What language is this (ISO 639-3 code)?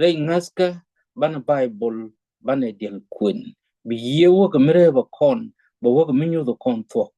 nus